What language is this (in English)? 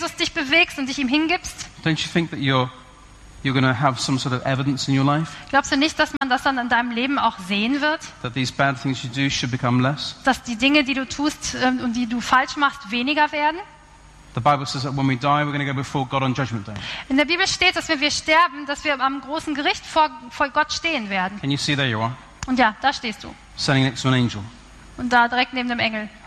German